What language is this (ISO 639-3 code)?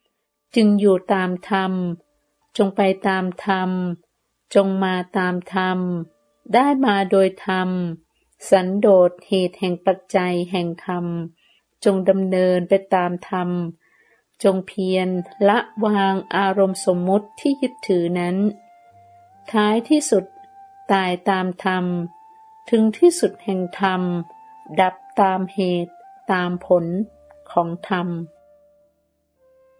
tha